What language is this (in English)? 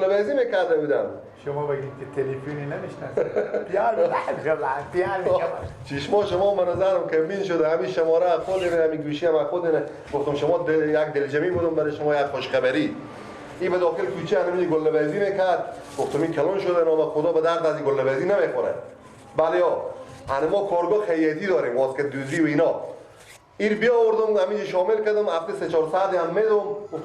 Persian